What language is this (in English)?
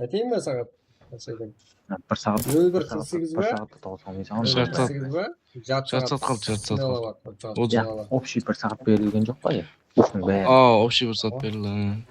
Kara-Kalpak